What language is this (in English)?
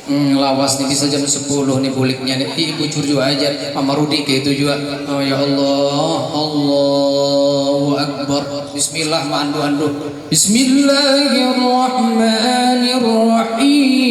Banjar